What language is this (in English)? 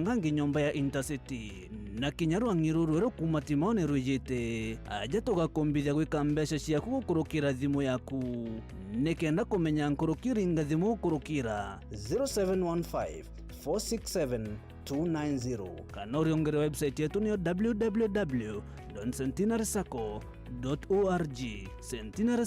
Meru